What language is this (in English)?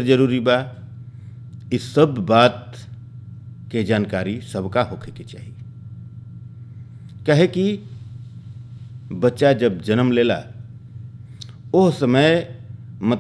Bhojpuri